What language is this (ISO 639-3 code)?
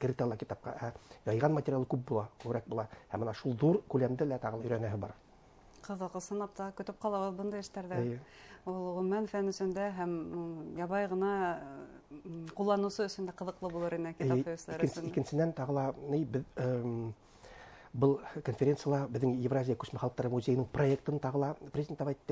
bak